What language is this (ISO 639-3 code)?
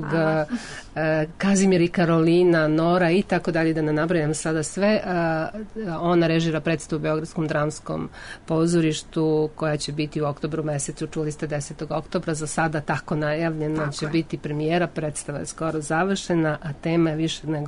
srp